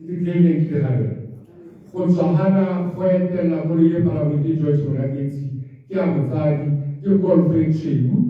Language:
Tswana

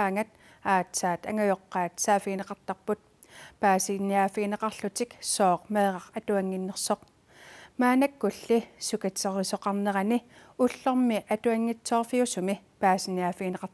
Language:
Kalaallisut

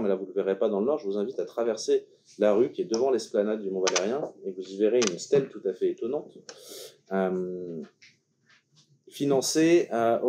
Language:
French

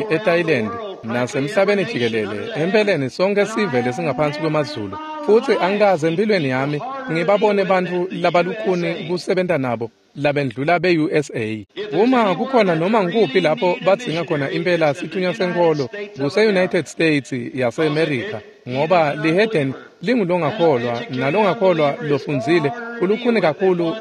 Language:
Swati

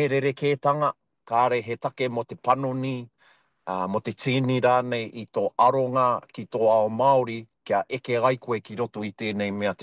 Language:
Māori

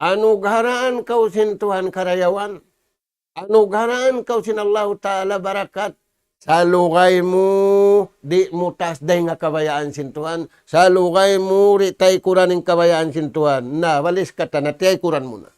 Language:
Tausug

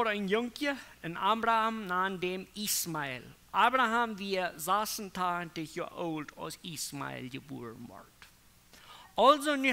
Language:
Plautdietsch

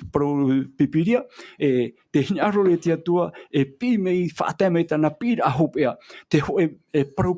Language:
Tahitian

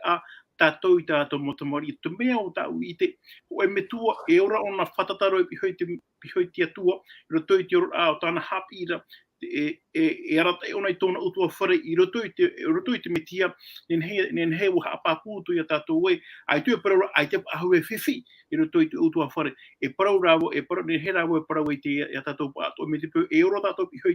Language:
Tahitian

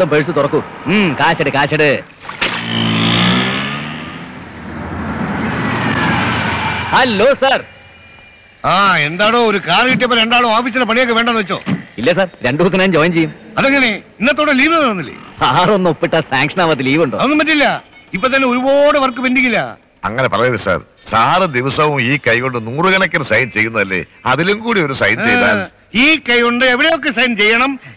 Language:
Malayalam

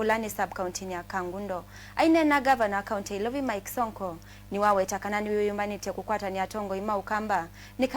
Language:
Kamba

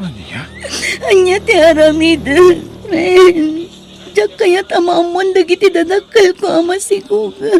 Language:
Iloko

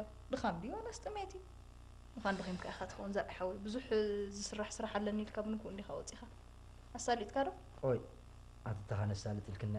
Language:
Tigrinya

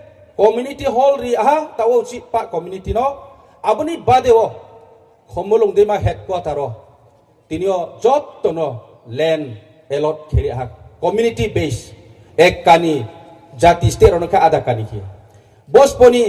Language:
Riang (India)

